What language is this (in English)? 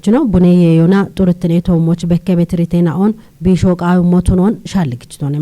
Kafa